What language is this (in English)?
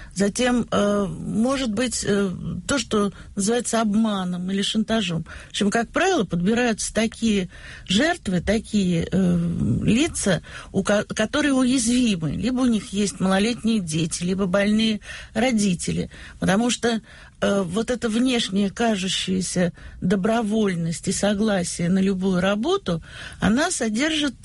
Russian